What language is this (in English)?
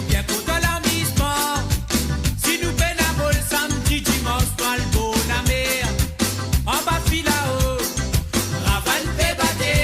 Morisyen